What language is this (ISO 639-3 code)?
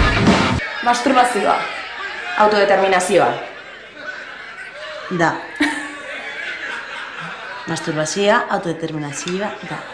eus